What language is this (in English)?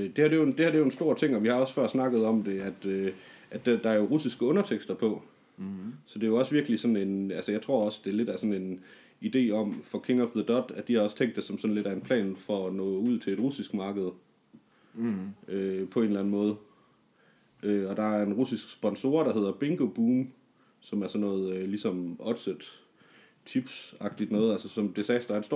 Danish